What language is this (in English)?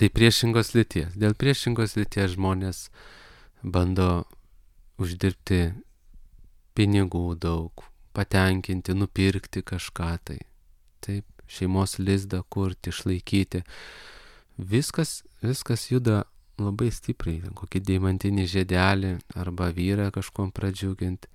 Lithuanian